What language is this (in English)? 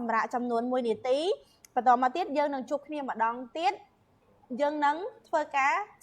Khmer